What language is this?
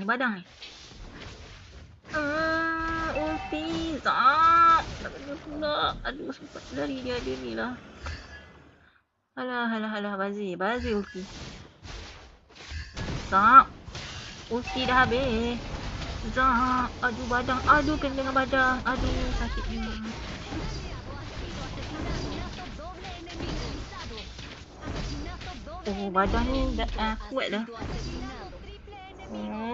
Malay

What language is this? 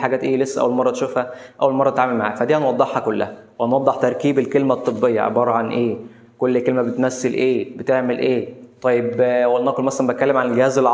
Egyptian Arabic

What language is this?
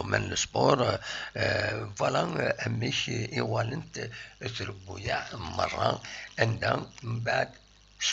Kabyle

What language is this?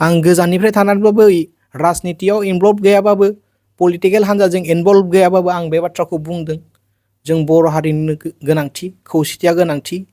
Bodo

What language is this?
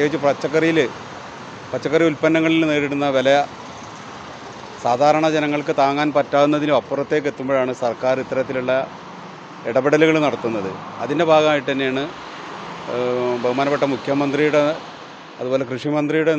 Malayalam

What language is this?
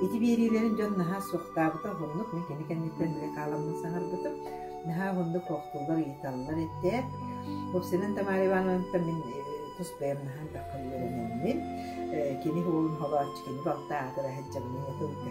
Yakut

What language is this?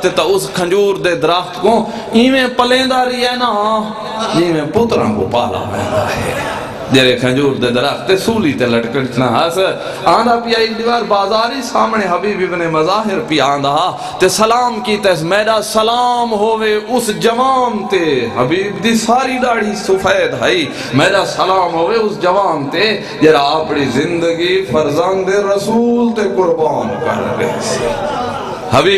Saraiki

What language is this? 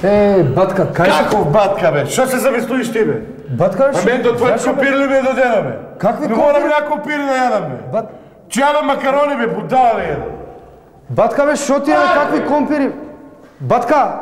Macedonian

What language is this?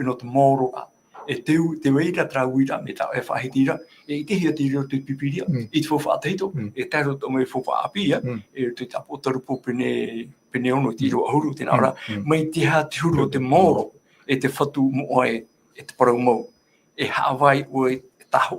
Tahitian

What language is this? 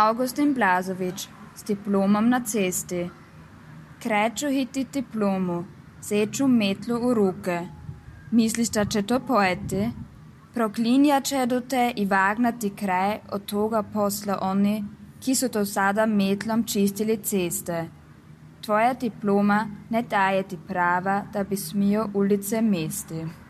Serbian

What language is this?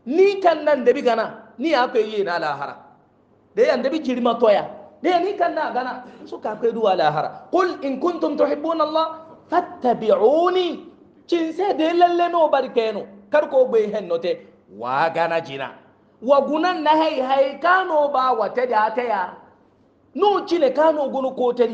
Hausa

